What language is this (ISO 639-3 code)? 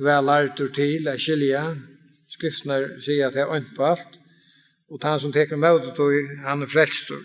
fao